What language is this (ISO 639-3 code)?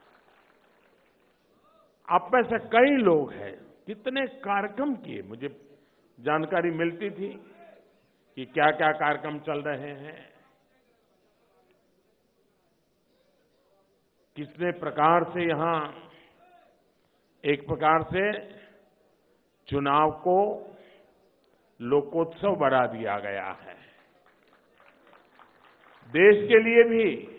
hin